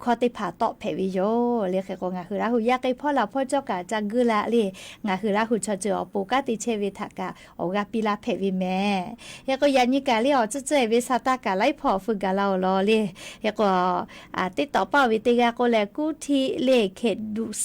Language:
Lahu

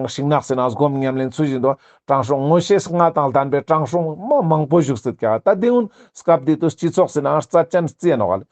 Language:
Ladakhi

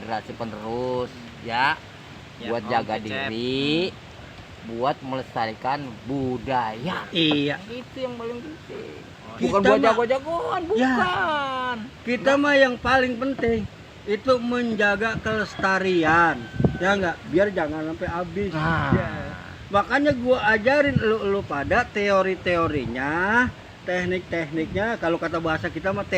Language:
Betawi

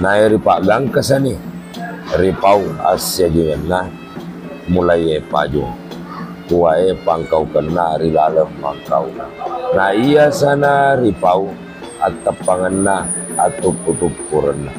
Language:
Buginese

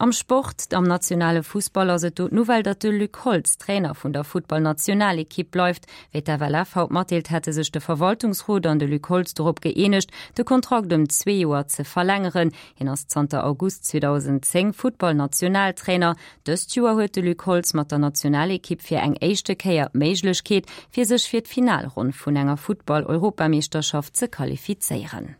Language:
Luxembourgish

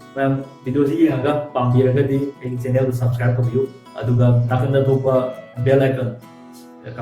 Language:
Manipuri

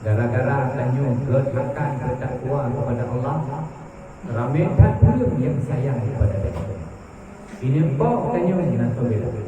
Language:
Achinese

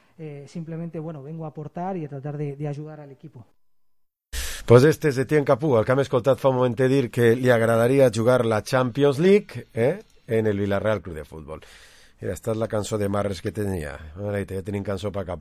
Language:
Catalan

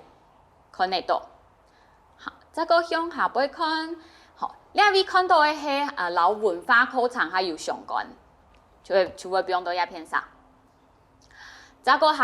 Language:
Hakka Chinese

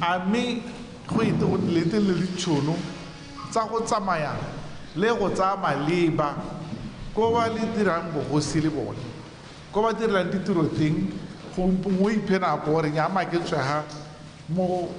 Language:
Tswana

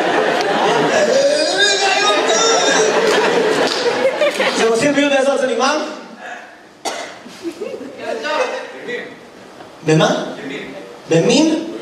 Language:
Hebrew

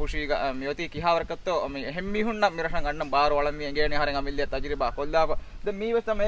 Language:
Divehi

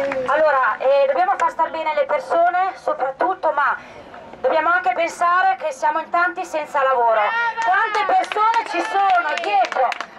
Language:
Italian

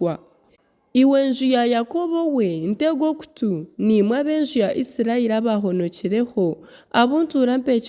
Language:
Nyankole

